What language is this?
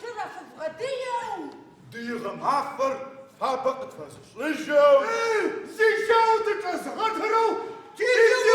Adyghe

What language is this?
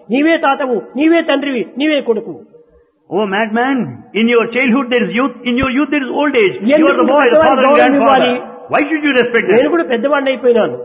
Telugu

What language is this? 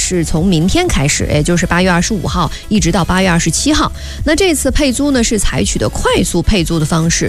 Chinese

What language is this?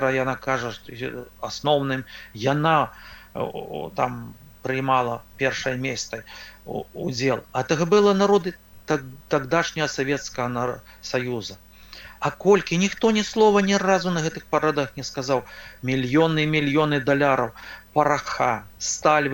Belarusian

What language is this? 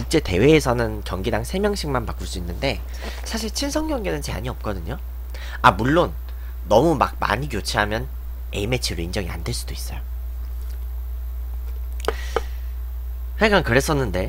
Korean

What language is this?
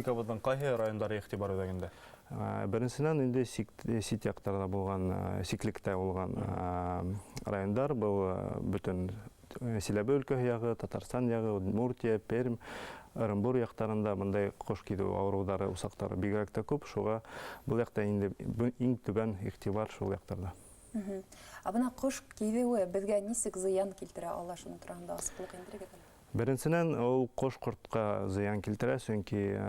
Bashkir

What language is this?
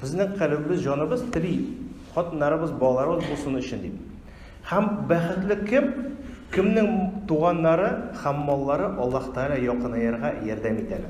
Tatar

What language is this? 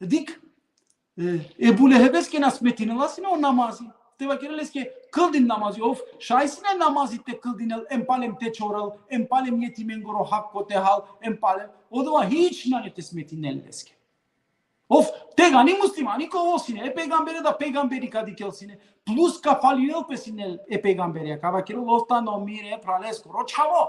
Balkan Romani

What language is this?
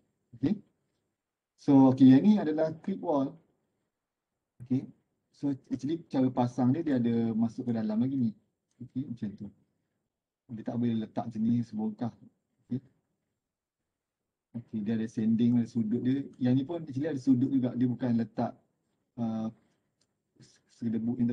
Malay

